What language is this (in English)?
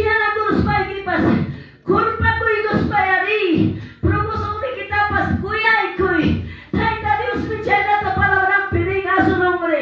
Quechua